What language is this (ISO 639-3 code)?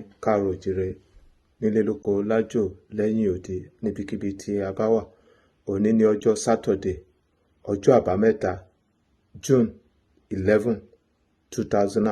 yor